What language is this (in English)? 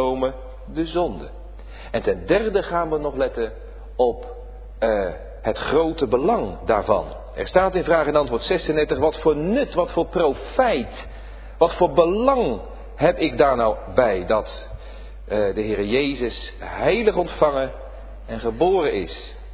Dutch